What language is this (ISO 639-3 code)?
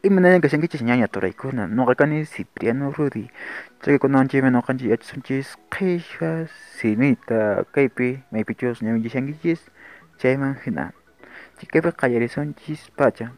que